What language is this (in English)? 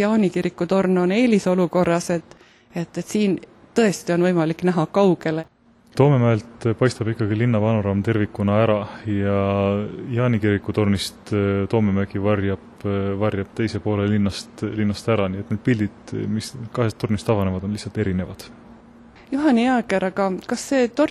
Estonian